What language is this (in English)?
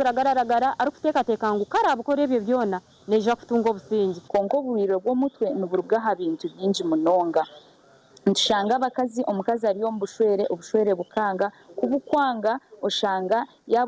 Nyankole